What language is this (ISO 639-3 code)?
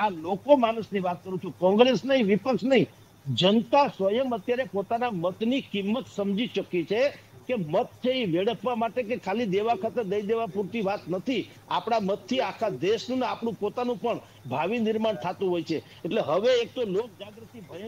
guj